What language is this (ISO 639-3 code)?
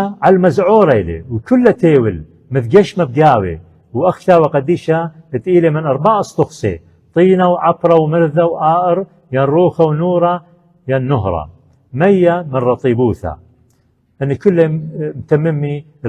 aii